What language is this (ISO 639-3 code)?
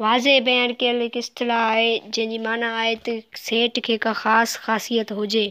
snd